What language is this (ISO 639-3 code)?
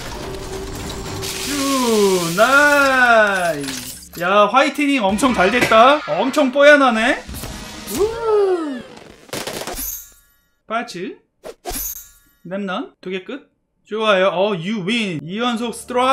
kor